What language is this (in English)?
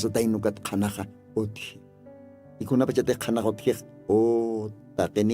Aymara